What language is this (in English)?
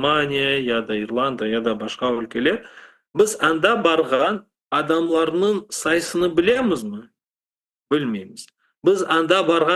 Crimean Tatar